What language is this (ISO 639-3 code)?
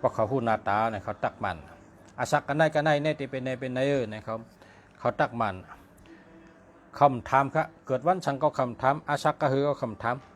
shn